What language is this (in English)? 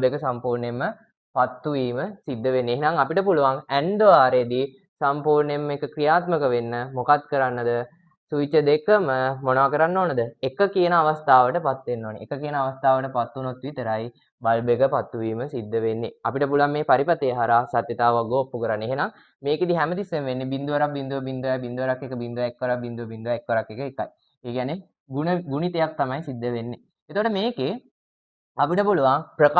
Sinhala